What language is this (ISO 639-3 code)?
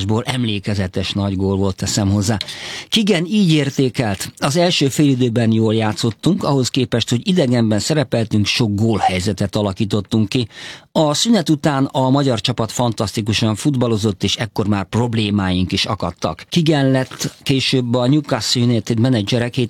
hun